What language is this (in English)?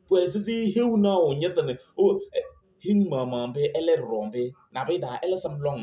Kabiyè